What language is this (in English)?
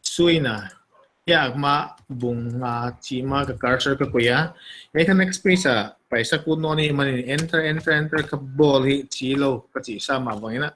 Paite Chin